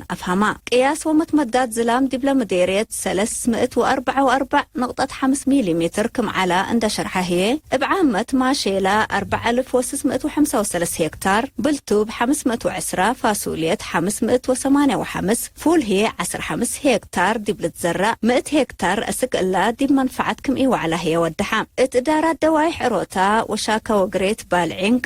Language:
Tigre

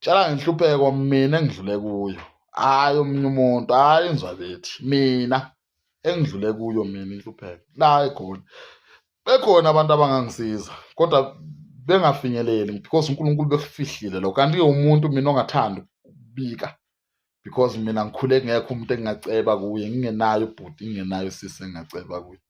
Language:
Zulu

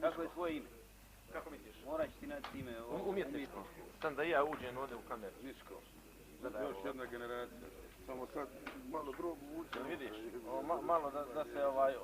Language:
Croatian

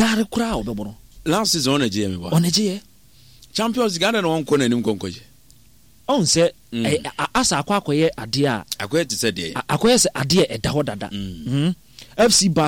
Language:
Akan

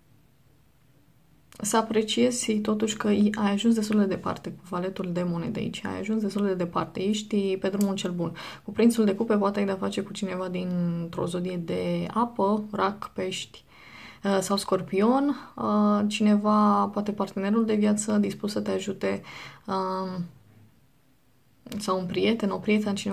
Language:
Romanian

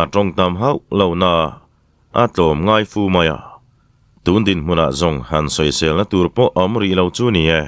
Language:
Mizo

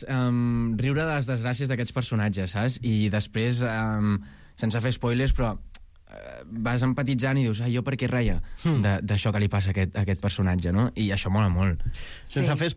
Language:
Catalan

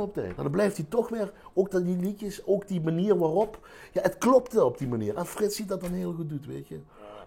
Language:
Limburgish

